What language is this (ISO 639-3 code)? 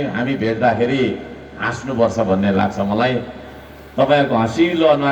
nep